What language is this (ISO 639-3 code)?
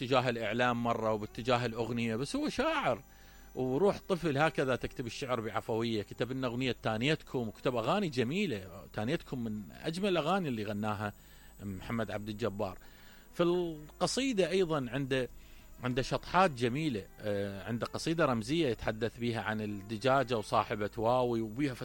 acm